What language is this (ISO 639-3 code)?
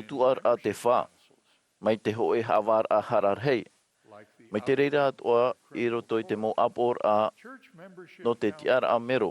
tah